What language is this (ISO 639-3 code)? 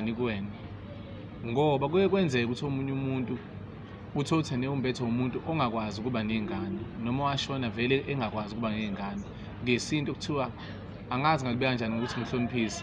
zul